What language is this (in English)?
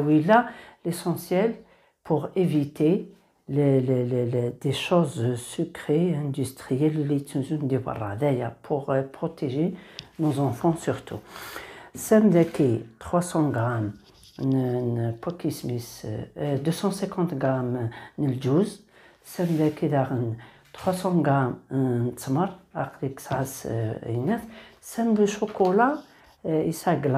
Kabyle